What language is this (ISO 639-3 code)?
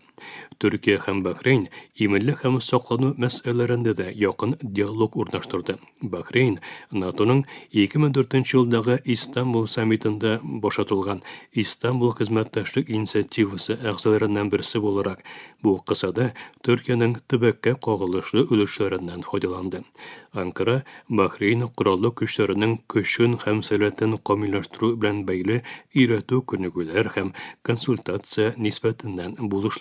tat